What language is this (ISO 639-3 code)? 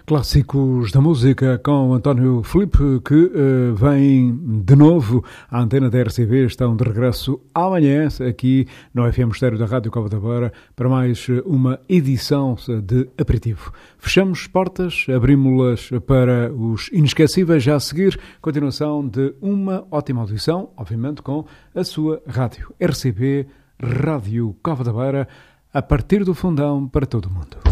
por